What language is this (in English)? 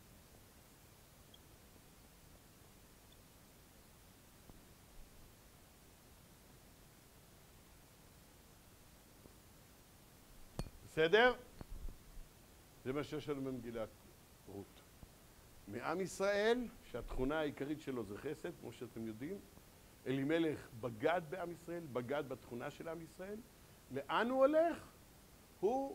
Hebrew